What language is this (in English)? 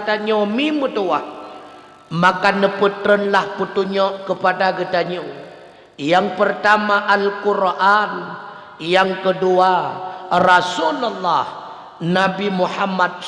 Achinese